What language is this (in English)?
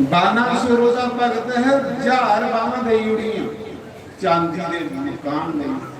Dogri